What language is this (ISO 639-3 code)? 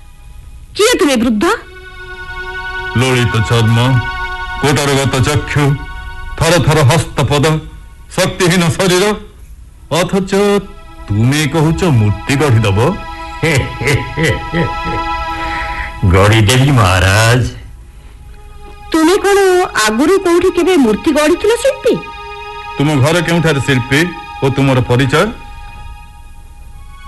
ori